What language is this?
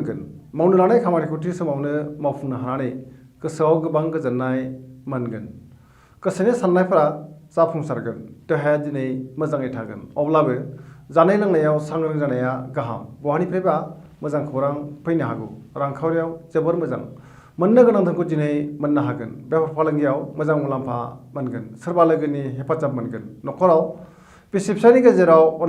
Bodo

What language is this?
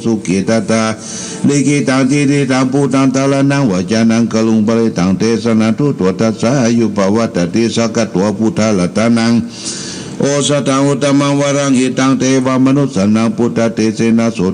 Pali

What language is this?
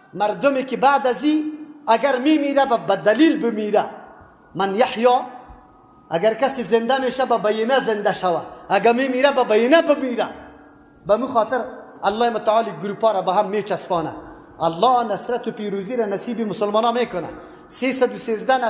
Tajik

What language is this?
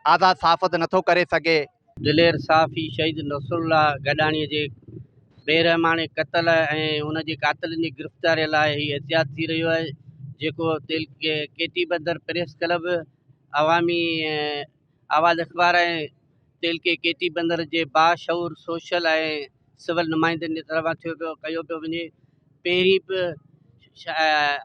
Sindhi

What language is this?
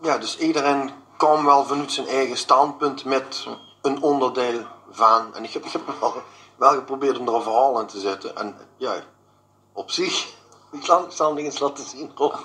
Limburgish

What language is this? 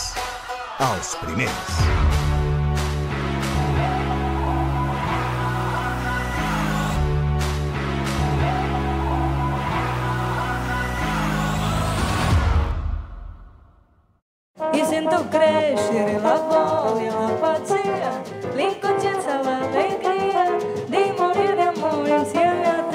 Catalan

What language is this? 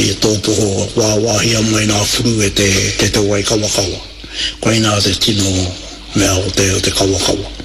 Māori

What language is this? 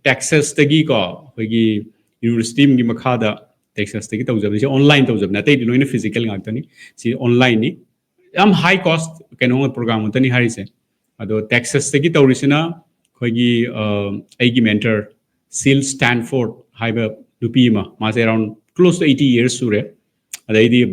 Manipuri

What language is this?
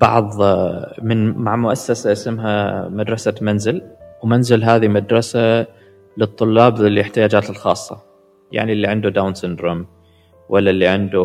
Gulf Arabic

